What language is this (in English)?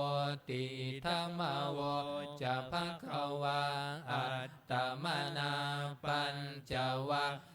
Pali